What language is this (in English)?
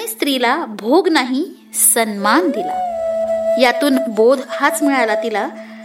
Marathi